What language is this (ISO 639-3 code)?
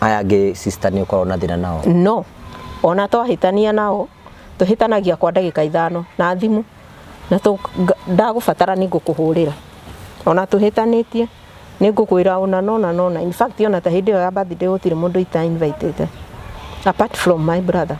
kik